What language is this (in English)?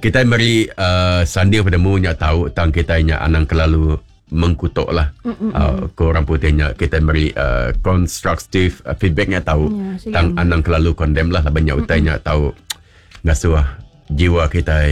Iban